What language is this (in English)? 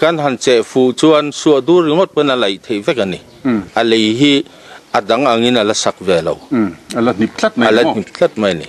Mizo